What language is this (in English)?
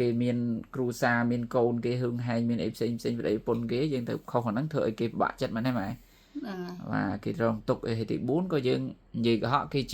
Khmer